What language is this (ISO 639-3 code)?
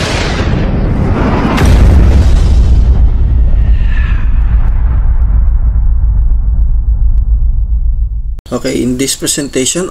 fil